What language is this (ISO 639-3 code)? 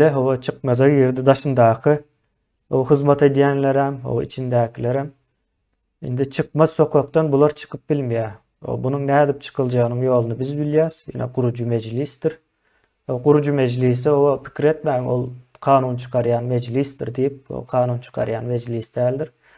tuk